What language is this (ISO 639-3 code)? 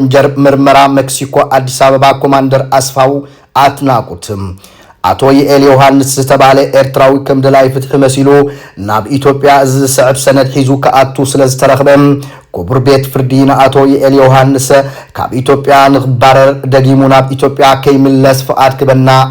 tir